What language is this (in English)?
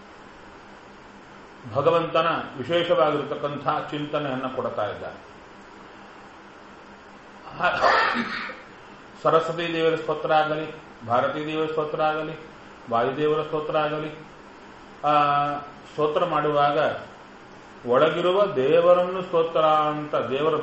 Kannada